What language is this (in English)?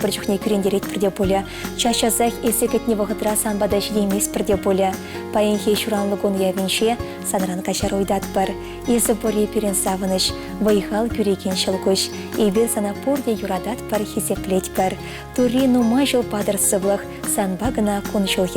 Chuvash